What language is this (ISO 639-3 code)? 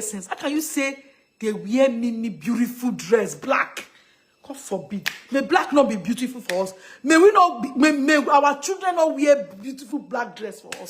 pcm